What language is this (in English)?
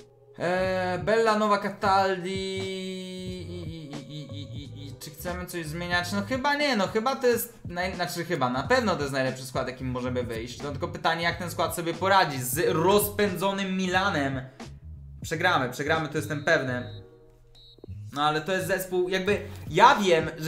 Polish